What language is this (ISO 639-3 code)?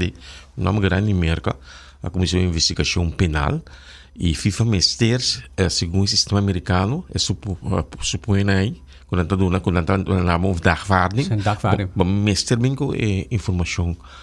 pap